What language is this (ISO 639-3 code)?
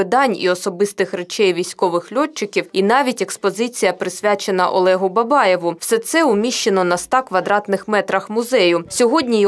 ukr